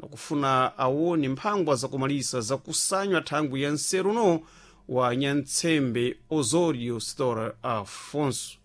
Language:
Sena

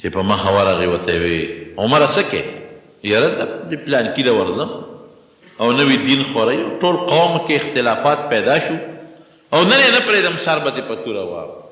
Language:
Pashto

